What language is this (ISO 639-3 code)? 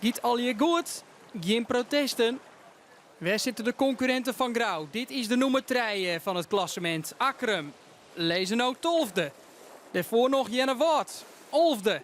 fry